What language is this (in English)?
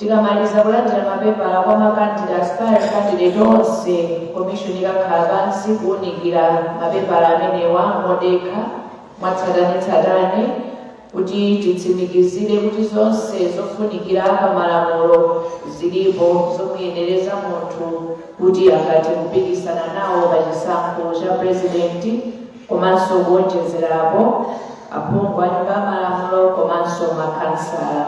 Nyanja